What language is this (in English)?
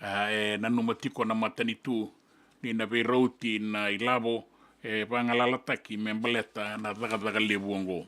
Fijian